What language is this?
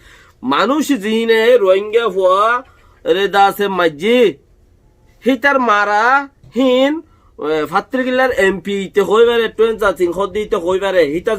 Rohingya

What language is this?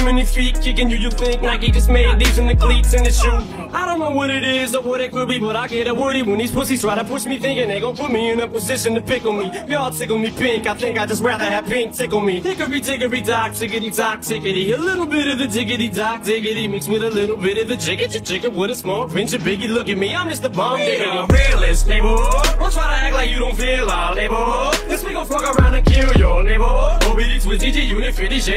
English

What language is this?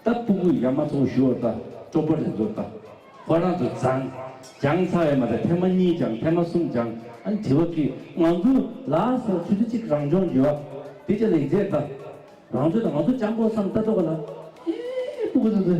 Tibetan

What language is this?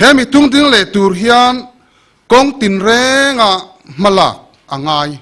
Mizo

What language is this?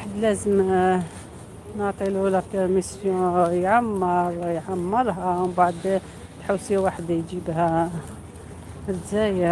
Algerian Arabic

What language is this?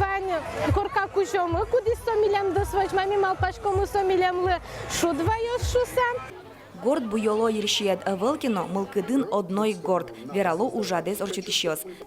Udmurt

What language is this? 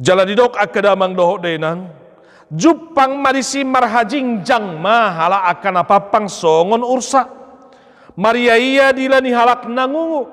Batak Toba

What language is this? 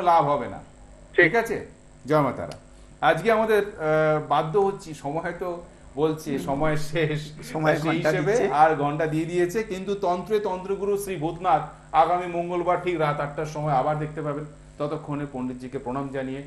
Bangla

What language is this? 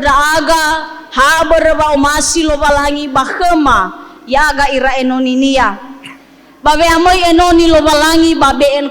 Nias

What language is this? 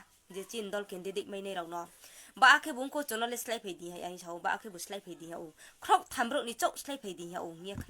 Riang (India)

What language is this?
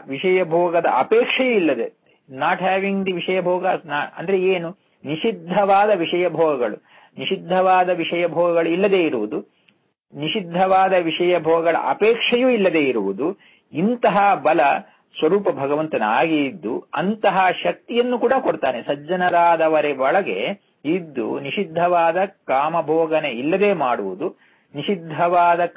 Kannada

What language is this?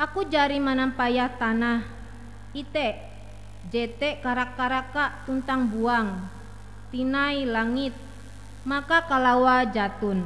Ngaju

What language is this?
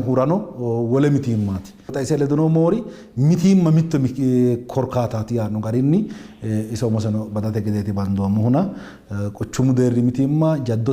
Sidamo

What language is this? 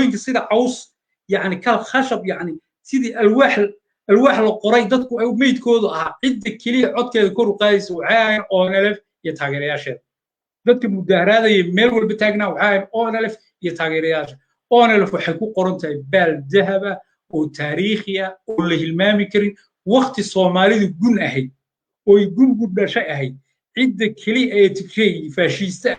Somali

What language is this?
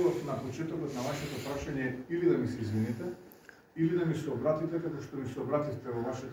Macedonian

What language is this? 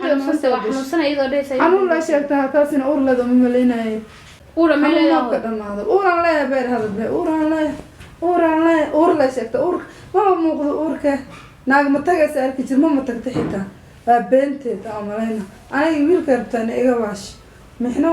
Somali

